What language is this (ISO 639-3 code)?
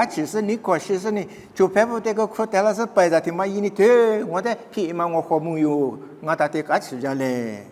lis